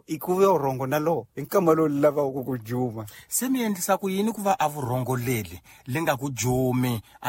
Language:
Tsonga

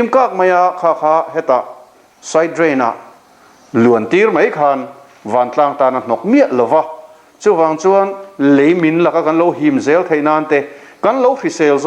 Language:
Mizo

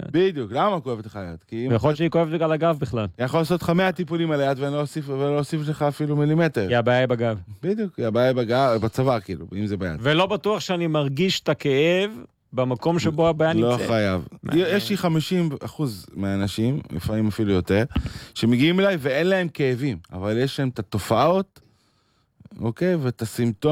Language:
Hebrew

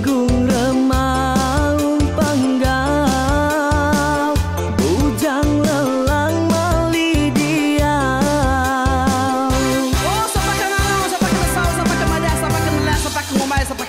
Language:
Iban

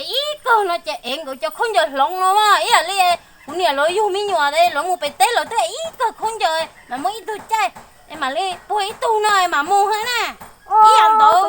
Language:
Hmong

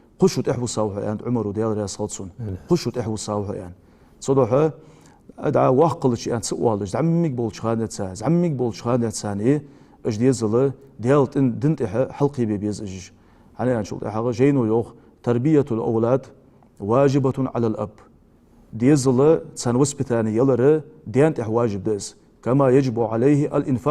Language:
Ingush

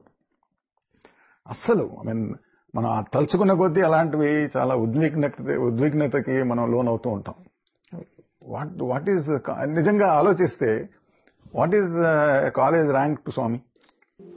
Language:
Telugu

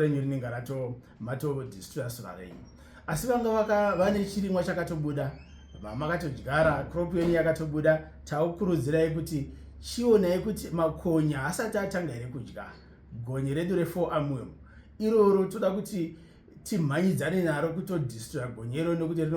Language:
Shona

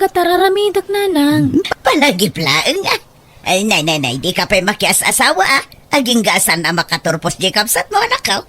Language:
Iloko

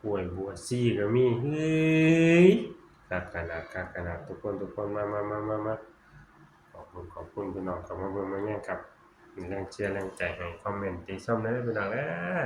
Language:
Northeastern Thai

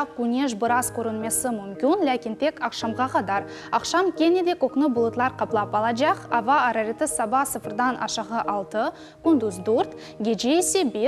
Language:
Crimean Tatar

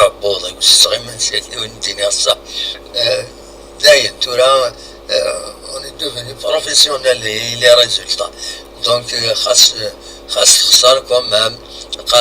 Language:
Kabyle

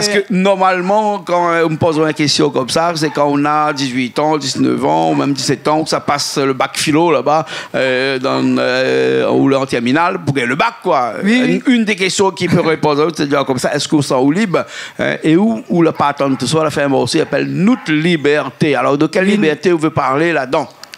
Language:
Réunion Creole French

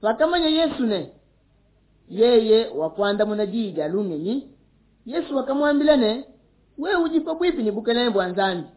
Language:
Luba-Lulua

